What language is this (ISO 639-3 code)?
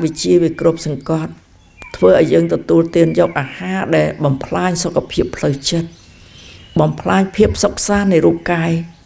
khm